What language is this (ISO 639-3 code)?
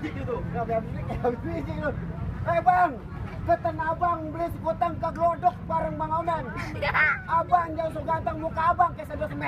bew